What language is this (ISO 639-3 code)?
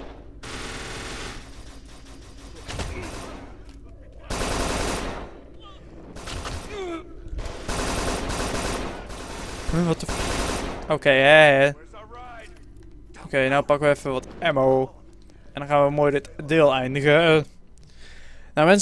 nld